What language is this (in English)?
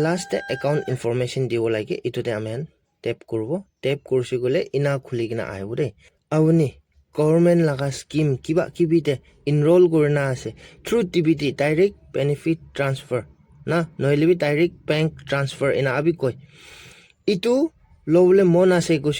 Naga Pidgin